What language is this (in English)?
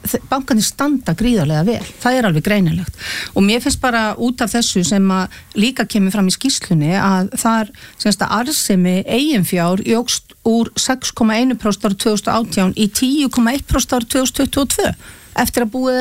Icelandic